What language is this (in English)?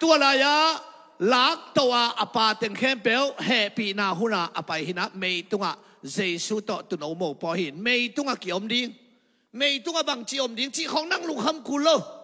Tedim Chin